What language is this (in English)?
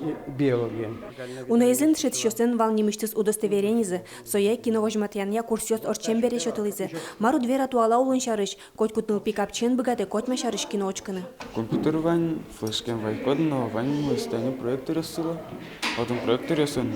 Udmurt